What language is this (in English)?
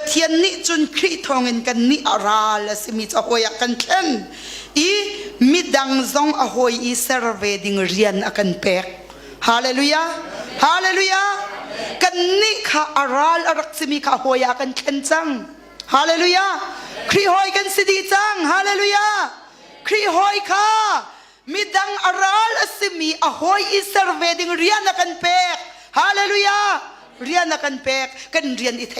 Hakha Chin